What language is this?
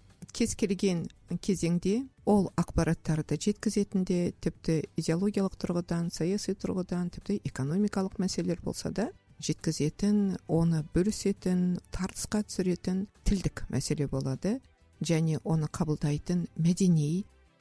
Kazakh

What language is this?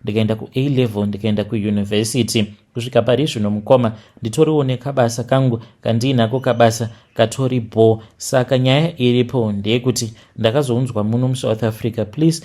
Shona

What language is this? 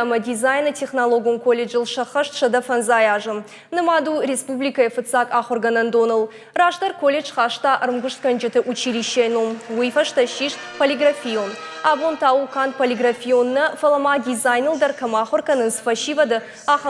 Ossetic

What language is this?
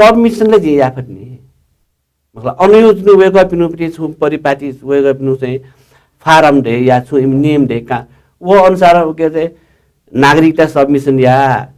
Newari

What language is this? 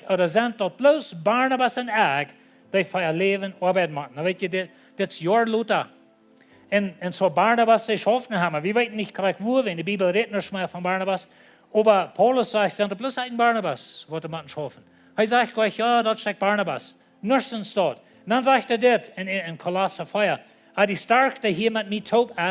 Plautdietsch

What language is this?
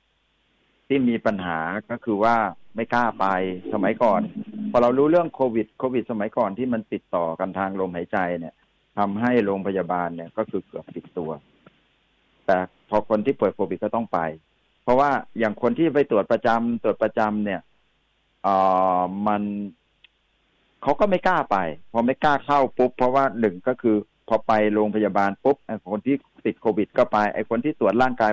Thai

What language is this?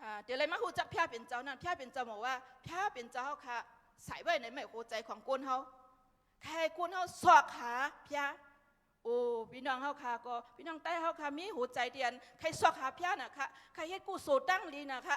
Shan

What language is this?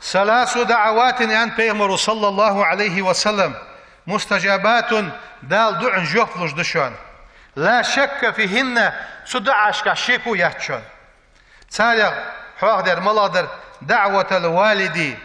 Ingush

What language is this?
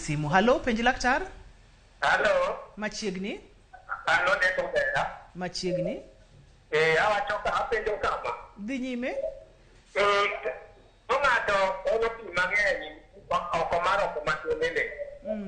Luo (Kenya and Tanzania)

